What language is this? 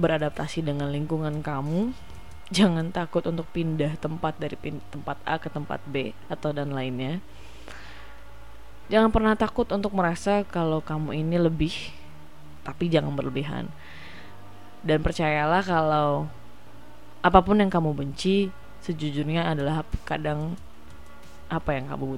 Indonesian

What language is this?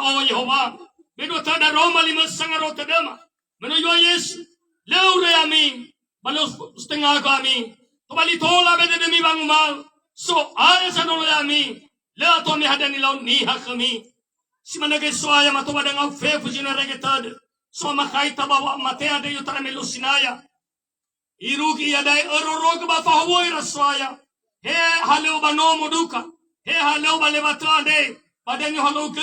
Nias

